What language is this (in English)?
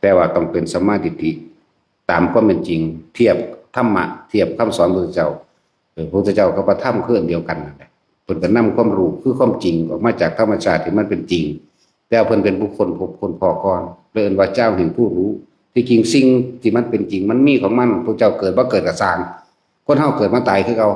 Northeastern Thai